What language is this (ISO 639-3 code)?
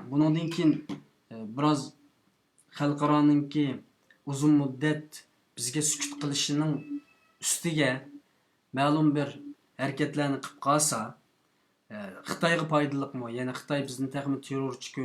uig